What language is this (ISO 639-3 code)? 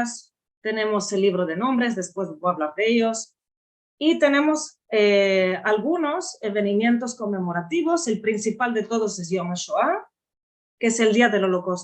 lad